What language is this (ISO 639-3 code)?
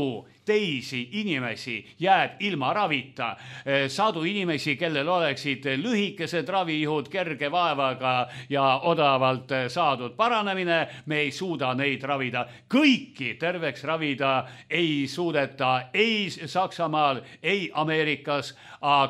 est